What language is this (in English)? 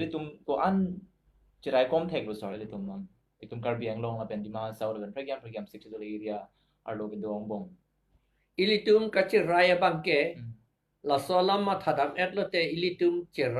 Karbi